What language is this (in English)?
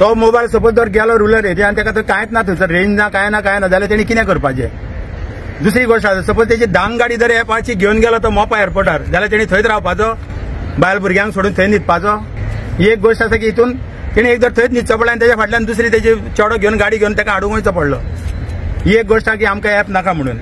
Konkani